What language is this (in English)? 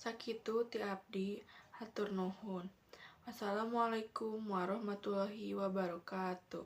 Sundanese